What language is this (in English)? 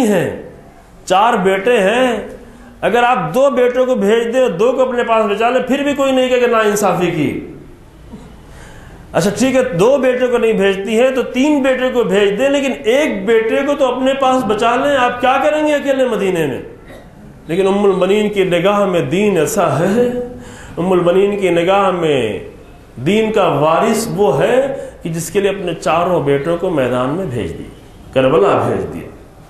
Urdu